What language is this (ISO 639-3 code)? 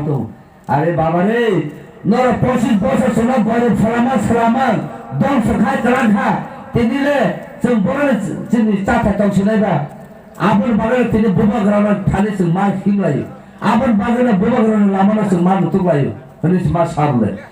trp